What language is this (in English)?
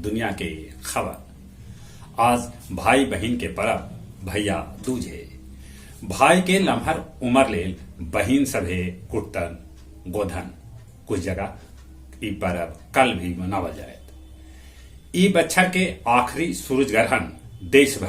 Magahi